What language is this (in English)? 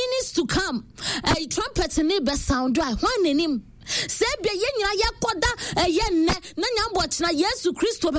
Akan